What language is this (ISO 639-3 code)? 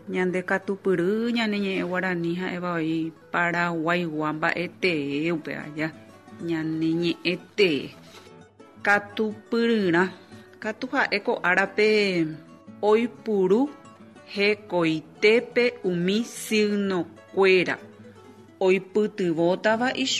grn